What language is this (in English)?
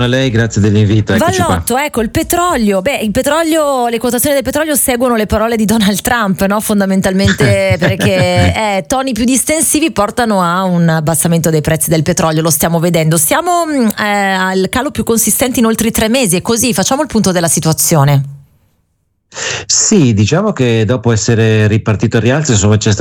Italian